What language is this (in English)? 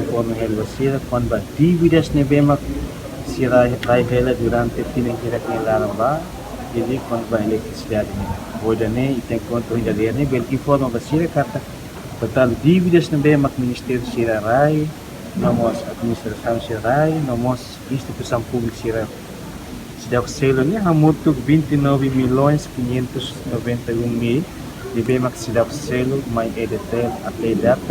Tetum